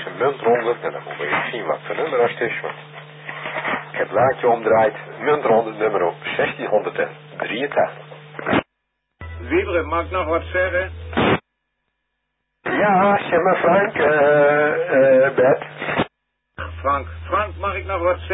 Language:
Dutch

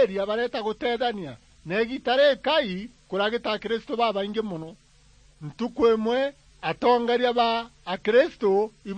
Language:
Meru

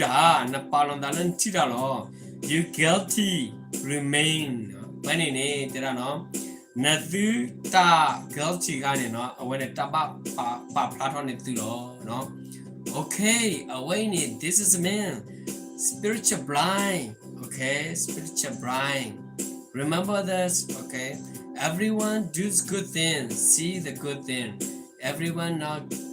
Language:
S'gaw Karen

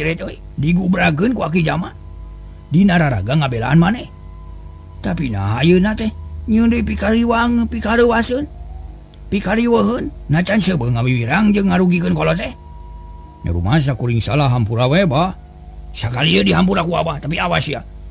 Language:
Sundanese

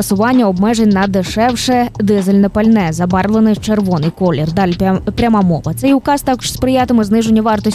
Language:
Ukrainian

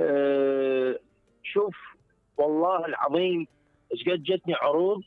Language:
Mesopotamian Arabic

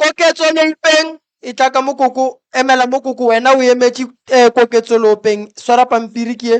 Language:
Northern Sotho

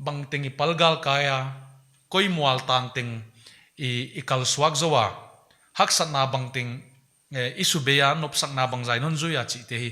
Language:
Paite Chin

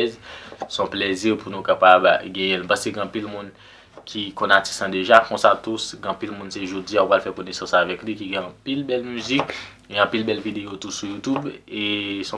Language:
Haitian Creole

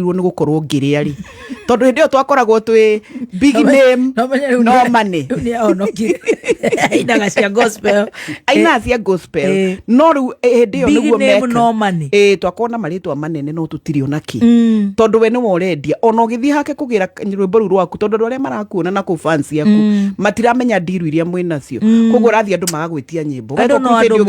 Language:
Kikuyu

